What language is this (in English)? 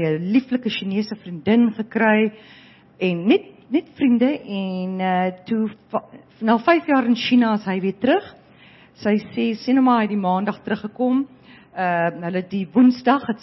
Afrikaans